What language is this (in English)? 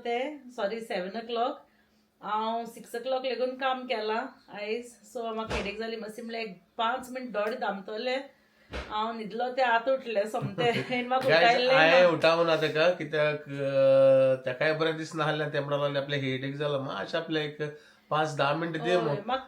Konkani